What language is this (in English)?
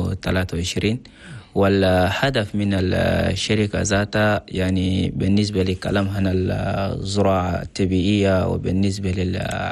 Chadian Arabic